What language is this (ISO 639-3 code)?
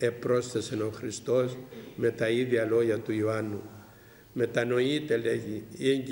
ell